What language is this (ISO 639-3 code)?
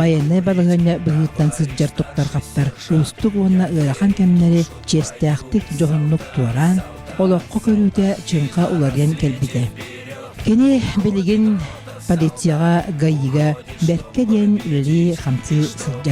sah